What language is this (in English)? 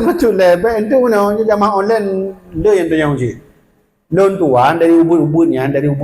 Achinese